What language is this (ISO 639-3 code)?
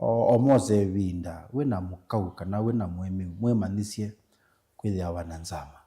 kam